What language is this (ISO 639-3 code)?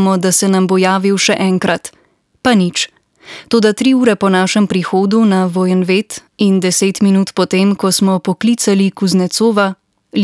slv